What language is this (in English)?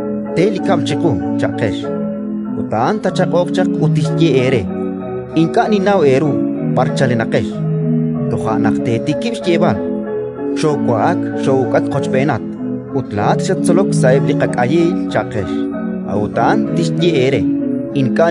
Kekchí